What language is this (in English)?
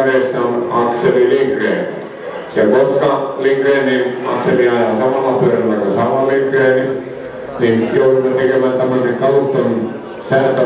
Finnish